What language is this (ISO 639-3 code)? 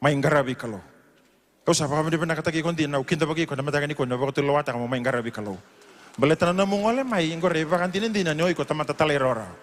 fij